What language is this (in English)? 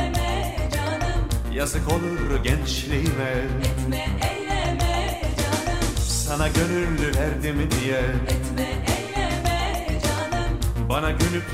Turkish